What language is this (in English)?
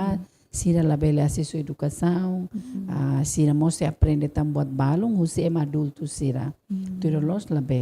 Tetum